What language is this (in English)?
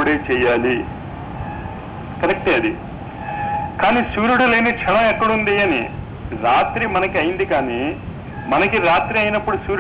Telugu